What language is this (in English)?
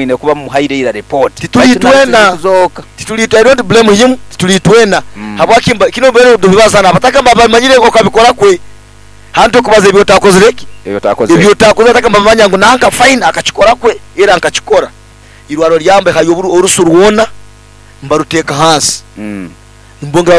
Nyoro